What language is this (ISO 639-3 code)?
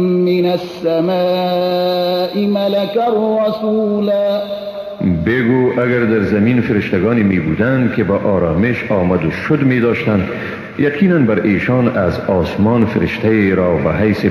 fas